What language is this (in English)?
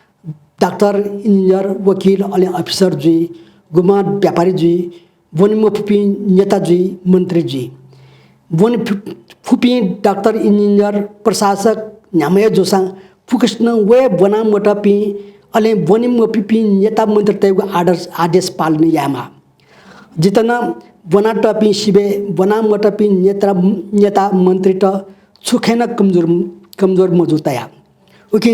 Newari